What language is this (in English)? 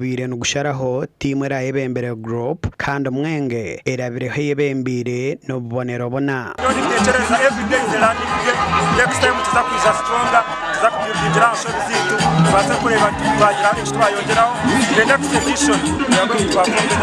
Nyankole